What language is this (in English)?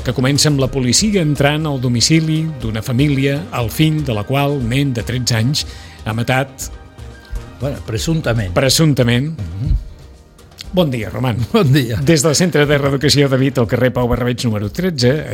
Catalan